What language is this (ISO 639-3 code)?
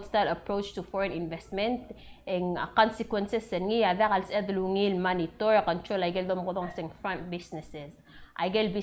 pau